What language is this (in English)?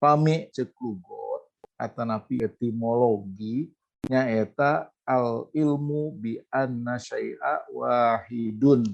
Sundanese